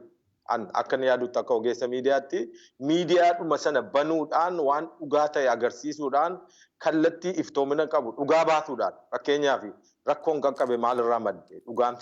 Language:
Oromo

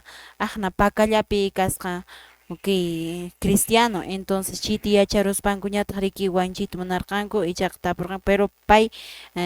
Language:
Quechua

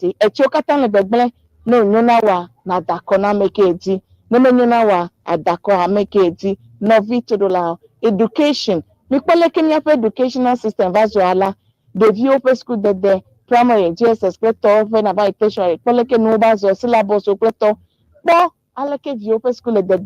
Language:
Ewe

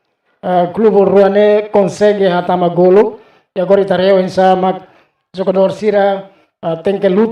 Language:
Tetum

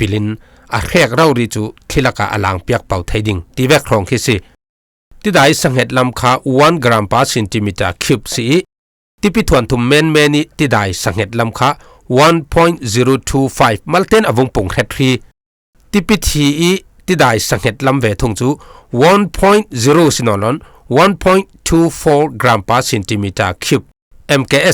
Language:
Falam Chin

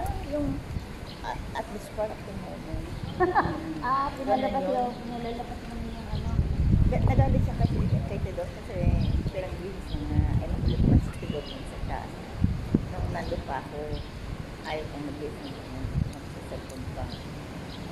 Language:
Filipino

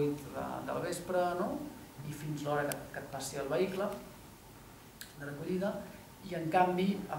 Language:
Catalan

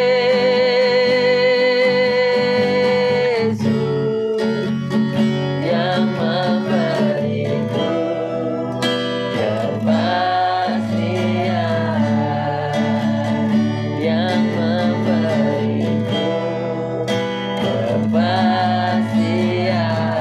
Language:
Indonesian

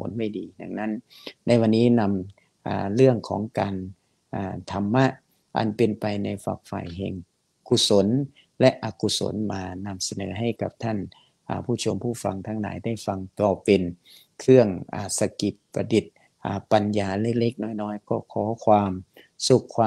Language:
Thai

